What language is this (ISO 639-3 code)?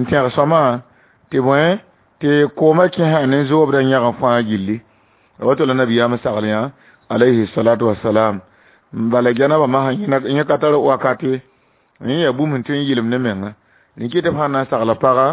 mos